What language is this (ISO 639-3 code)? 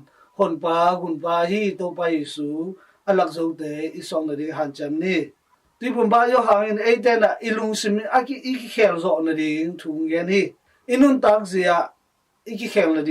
ctd